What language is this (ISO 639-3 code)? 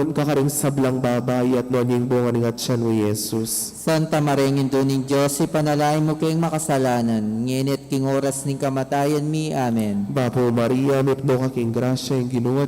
pam